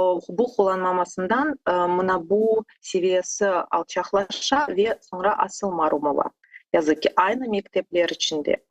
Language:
Crimean Tatar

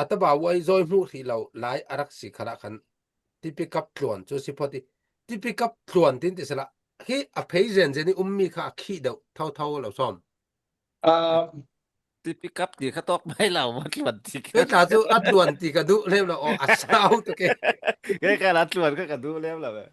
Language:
Falam Chin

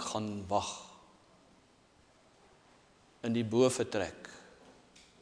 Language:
Afrikaans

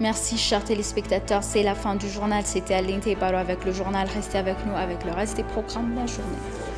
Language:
French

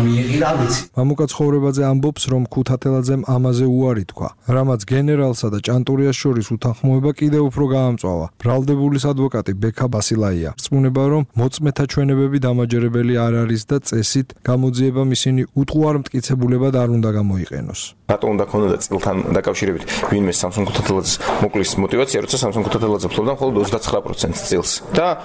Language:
Georgian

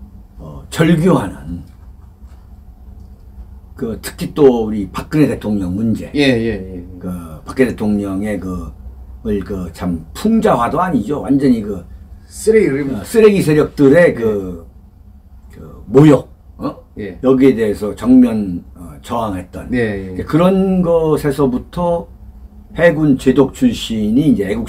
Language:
Korean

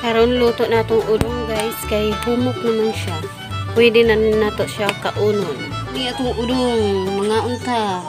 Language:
Cebuano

